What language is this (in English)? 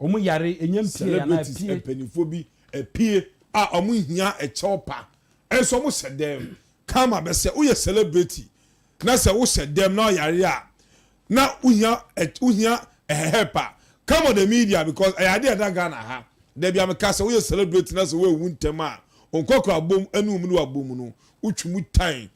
Akan